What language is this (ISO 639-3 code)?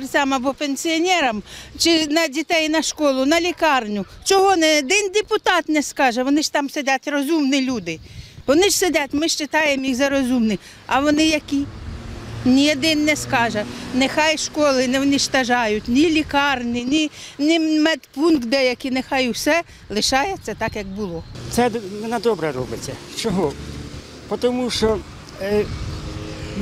ukr